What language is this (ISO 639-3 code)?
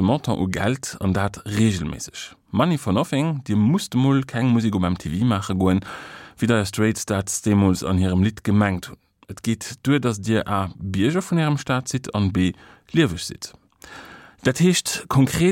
ltz